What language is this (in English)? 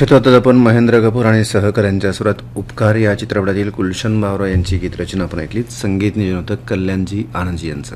Marathi